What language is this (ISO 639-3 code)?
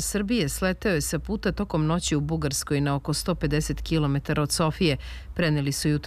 srp